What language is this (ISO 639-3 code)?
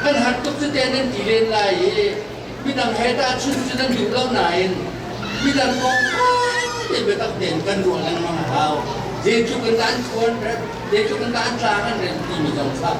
cnh